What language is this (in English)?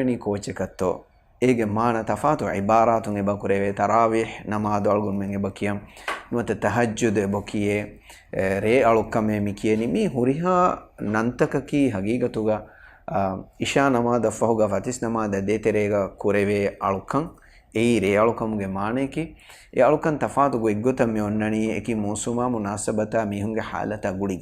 Divehi